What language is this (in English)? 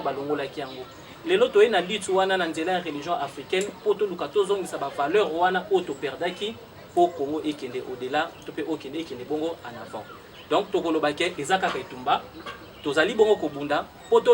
Lingala